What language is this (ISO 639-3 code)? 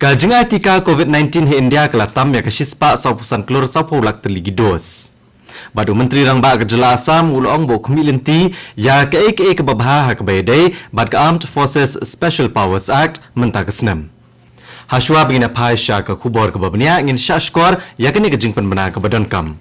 kha